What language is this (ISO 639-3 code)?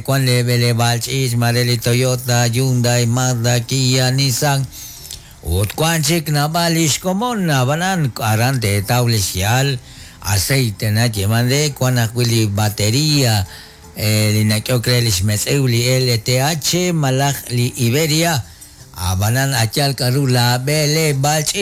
kek